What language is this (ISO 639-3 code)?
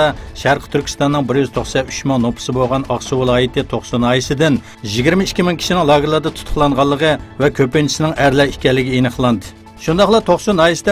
uig